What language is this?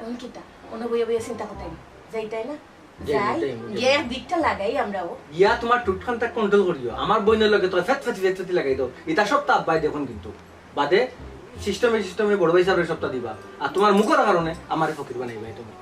Sylheti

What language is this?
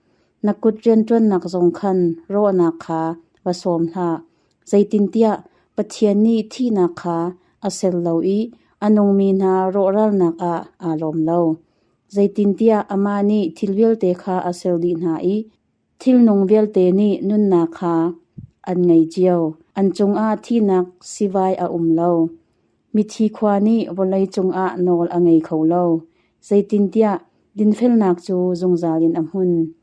Hakha Chin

